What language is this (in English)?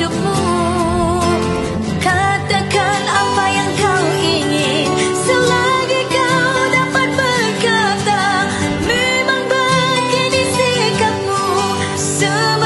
Malay